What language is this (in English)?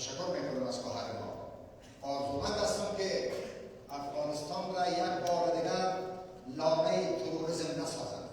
Persian